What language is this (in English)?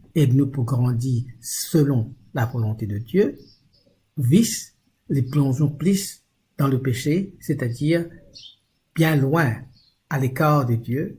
Morisyen